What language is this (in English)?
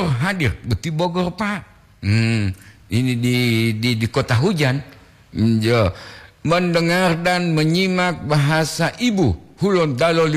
Gorontalo